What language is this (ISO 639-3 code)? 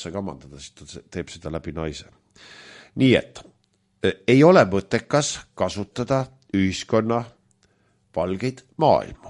est